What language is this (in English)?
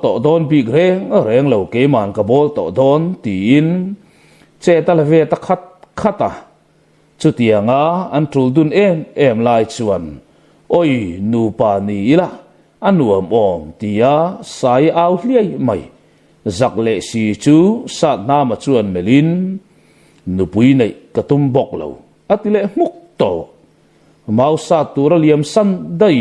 Mizo